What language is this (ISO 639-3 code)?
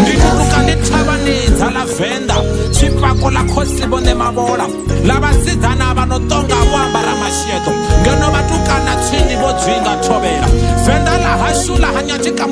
ven